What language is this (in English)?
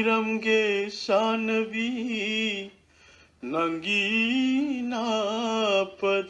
Manipuri